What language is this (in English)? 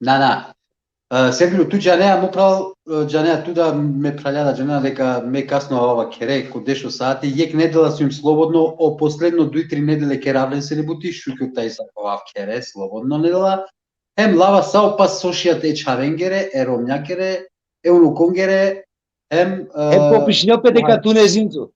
Balkan Romani